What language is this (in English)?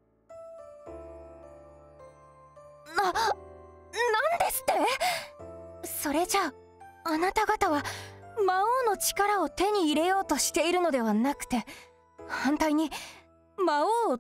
Japanese